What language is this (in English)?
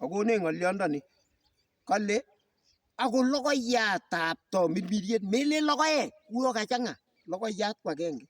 Kalenjin